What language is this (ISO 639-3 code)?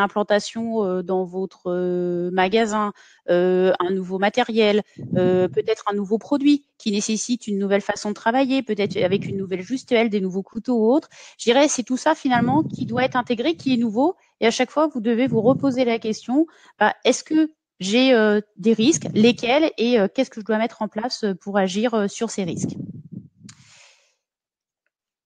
fra